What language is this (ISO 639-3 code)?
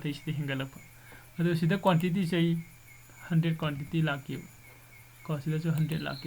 mni